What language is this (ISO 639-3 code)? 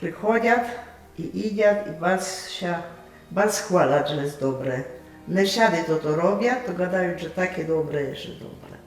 rue